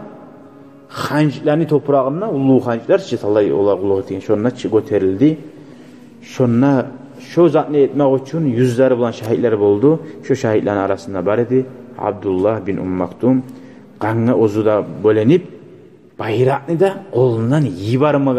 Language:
Kumyk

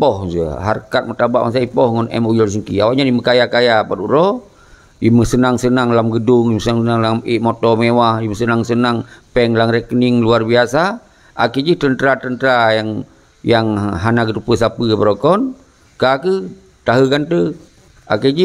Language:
Achinese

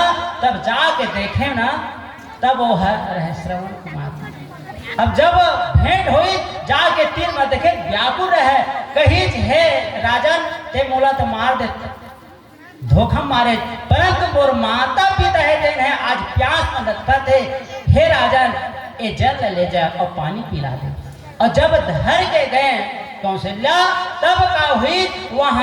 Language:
Chhattisgarhi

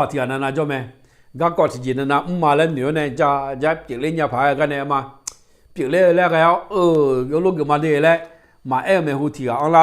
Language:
Akha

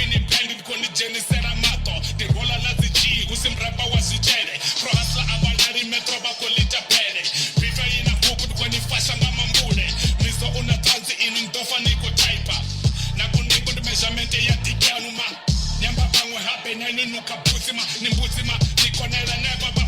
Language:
Venda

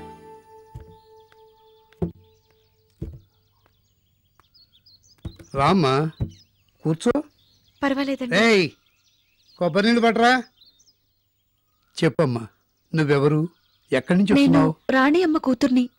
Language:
Telugu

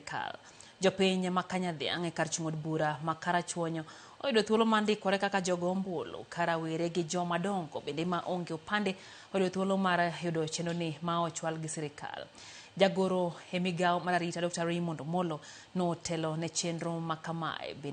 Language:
Luo (Kenya and Tanzania)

